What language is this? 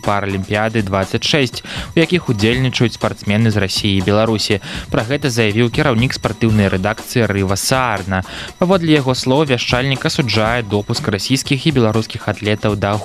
Belarusian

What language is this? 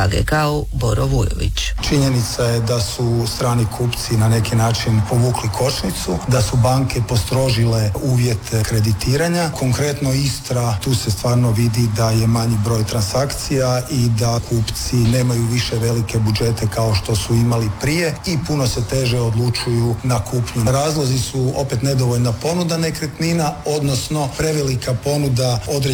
Croatian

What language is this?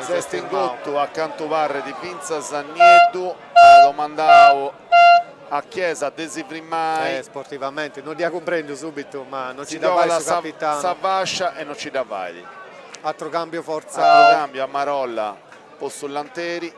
Sardinian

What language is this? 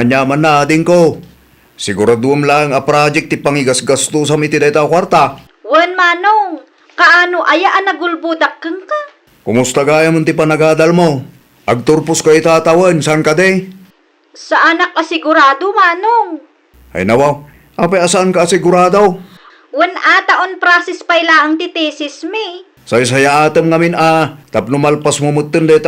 Iloko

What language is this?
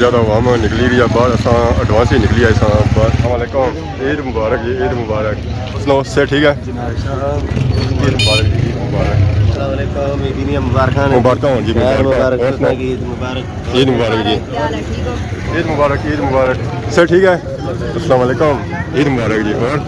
Pahari-Potwari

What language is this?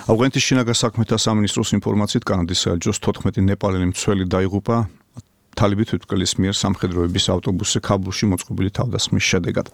Georgian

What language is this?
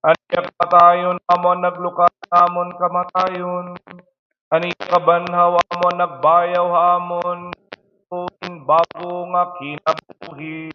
Waray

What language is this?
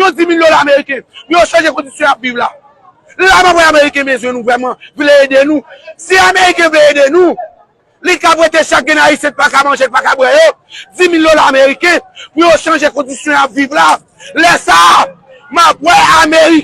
Haitian Creole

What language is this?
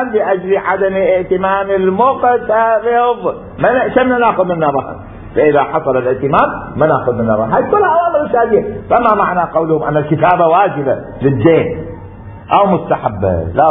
Mesopotamian Arabic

